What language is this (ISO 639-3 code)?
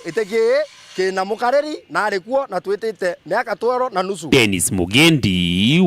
mer